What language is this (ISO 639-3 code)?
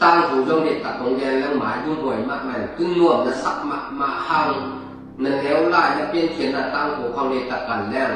ctd